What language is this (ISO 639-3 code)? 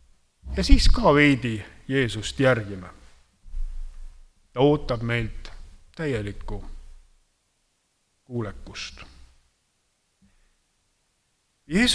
est